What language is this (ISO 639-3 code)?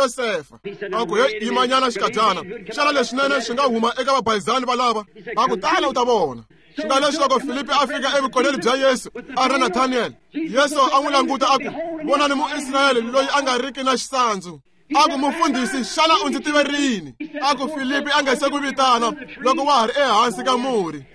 tso